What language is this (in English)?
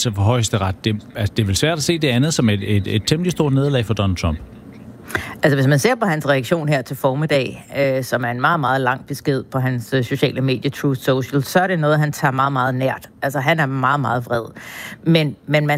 Danish